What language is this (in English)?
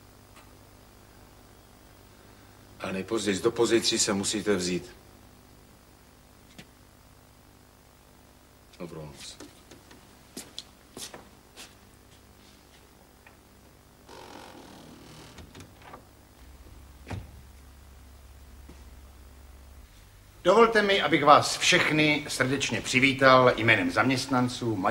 Czech